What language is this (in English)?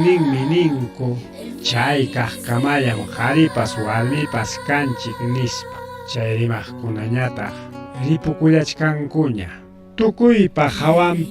Ayacucho Quechua